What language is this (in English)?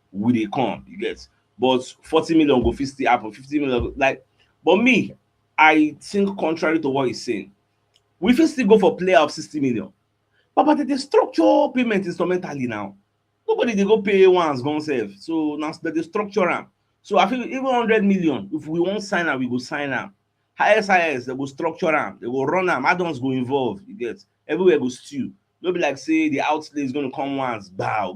Nigerian Pidgin